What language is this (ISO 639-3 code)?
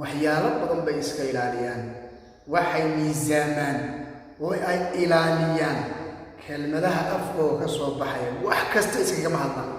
som